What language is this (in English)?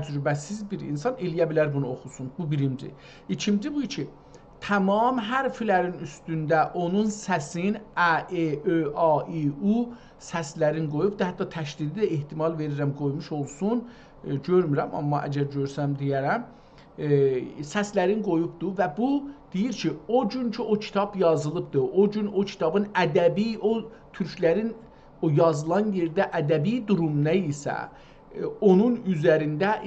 South Azerbaijani